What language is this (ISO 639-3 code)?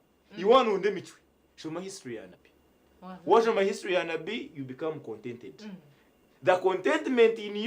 nyn